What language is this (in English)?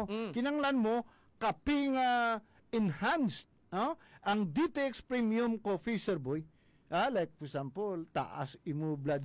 Hiligaynon